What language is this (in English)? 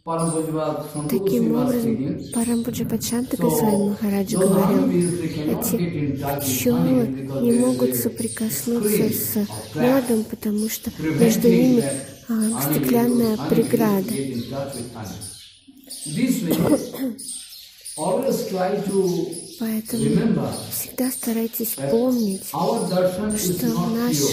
Russian